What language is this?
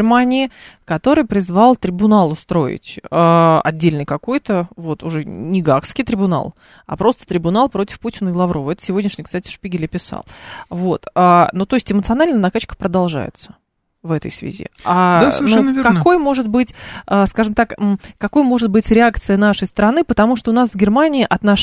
Russian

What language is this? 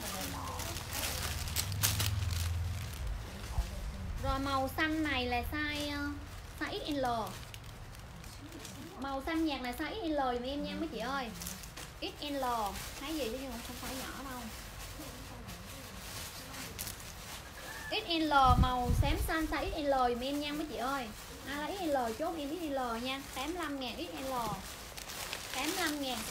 Vietnamese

